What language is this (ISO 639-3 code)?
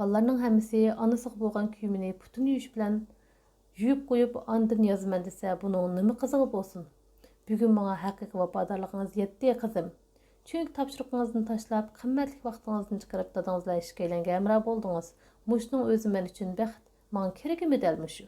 uig